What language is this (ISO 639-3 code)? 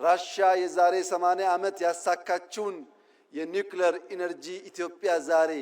amh